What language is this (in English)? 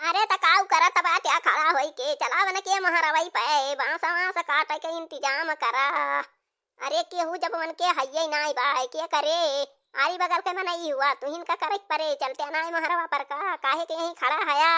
Awadhi